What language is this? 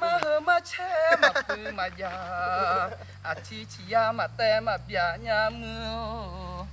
Akha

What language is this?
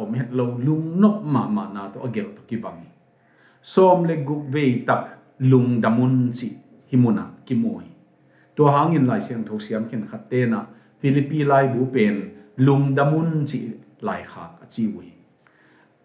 Tedim Chin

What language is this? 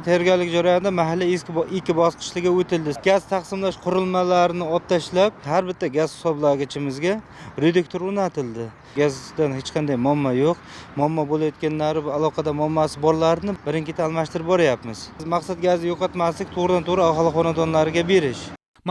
Uzbek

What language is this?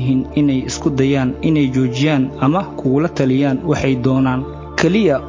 Somali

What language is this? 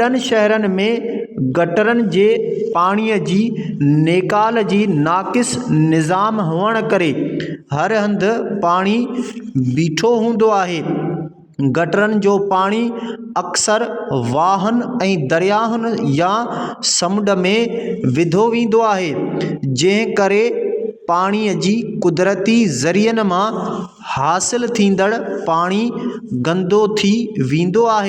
Sindhi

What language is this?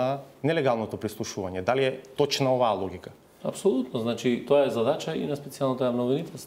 Macedonian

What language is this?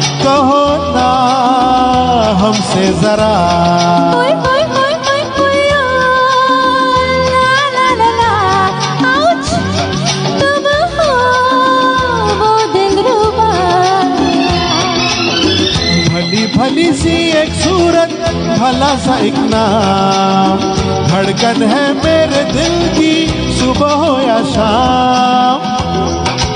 Hindi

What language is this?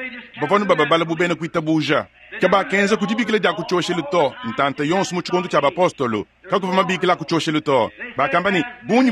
Luba-Lulua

